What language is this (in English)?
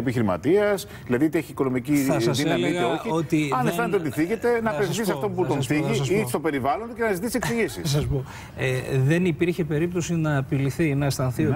Greek